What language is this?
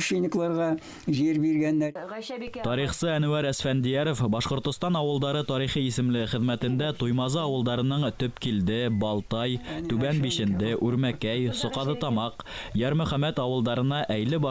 Bashkir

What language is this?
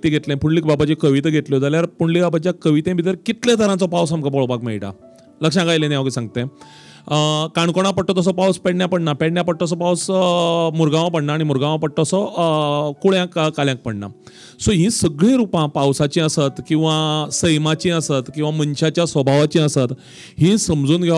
Konkani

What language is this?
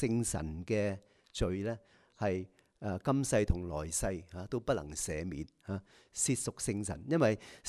Cantonese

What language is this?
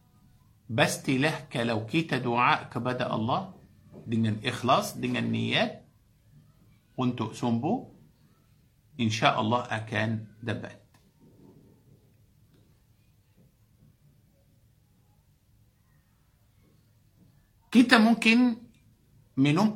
Malay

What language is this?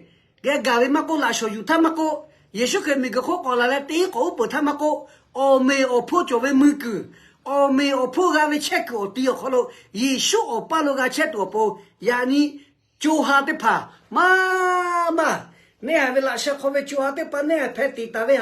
Lahu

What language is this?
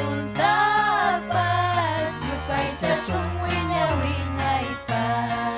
Ayacucho Quechua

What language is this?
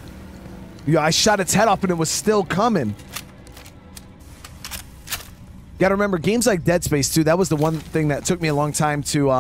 English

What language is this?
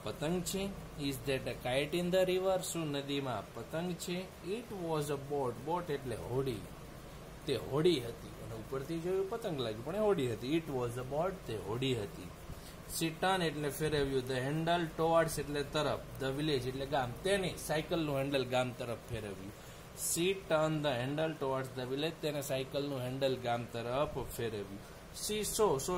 Gujarati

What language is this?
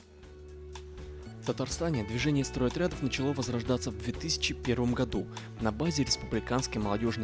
Russian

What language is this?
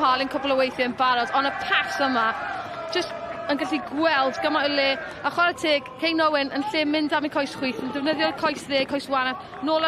Welsh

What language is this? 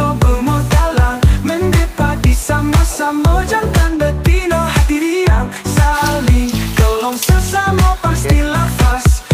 Musi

